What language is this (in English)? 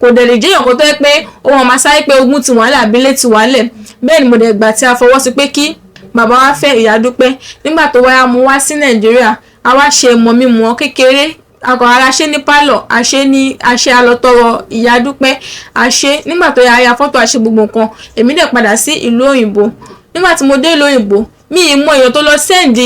Yoruba